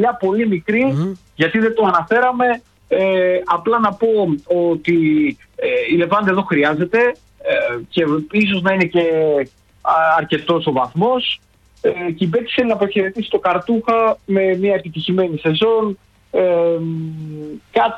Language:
Greek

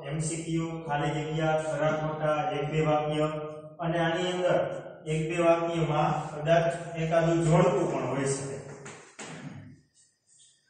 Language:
Gujarati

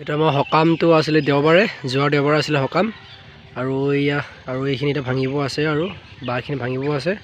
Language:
Assamese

